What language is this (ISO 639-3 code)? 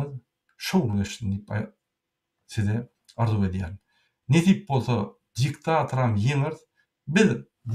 tuk